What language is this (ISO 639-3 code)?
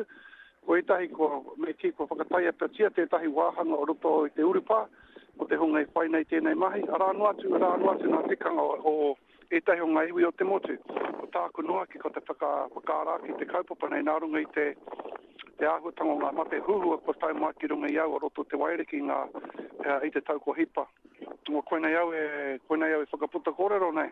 mri